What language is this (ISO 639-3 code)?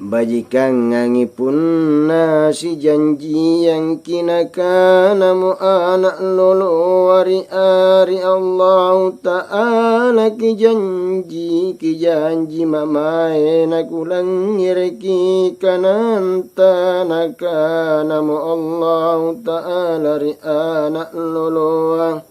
mak